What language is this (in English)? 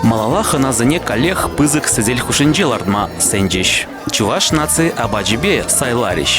Chuvash